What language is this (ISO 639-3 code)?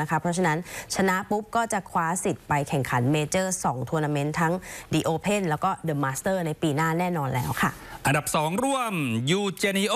tha